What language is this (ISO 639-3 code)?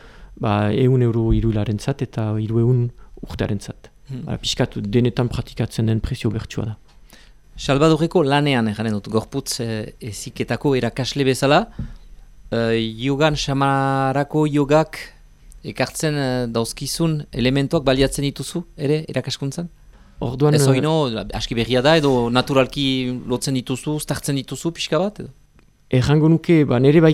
eus